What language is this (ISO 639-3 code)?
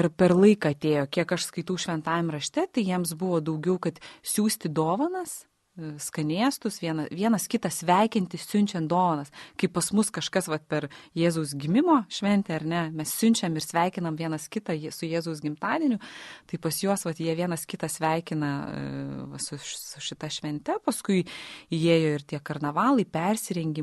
lit